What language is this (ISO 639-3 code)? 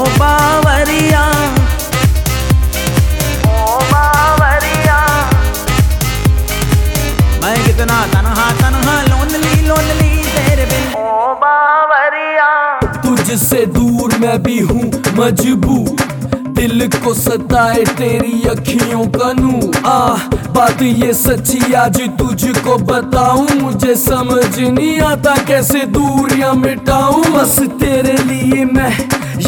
hin